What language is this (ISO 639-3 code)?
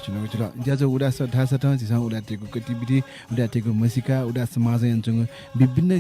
new